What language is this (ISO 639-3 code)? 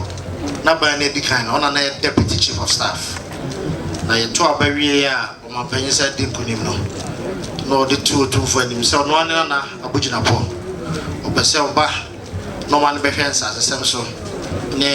aka